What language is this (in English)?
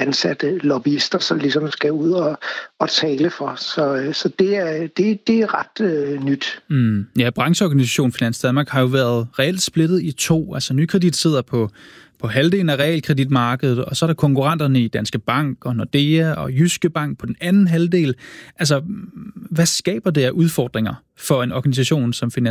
Danish